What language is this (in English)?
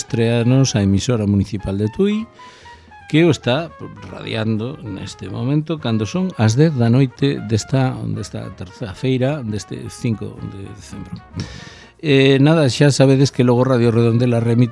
Galician